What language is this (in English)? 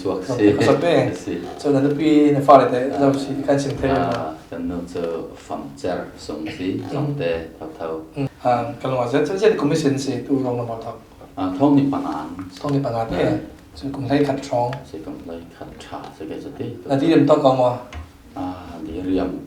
Falam Chin